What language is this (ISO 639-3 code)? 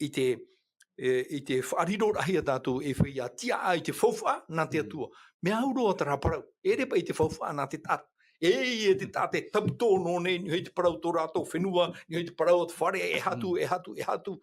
tah